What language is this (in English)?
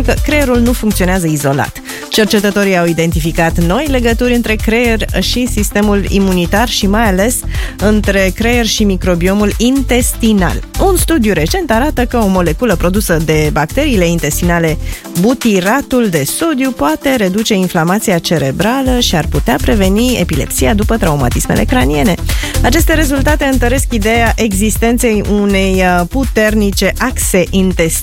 Romanian